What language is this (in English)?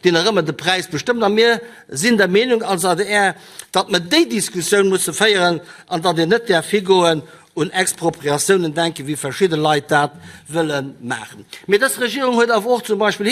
Luxembourgish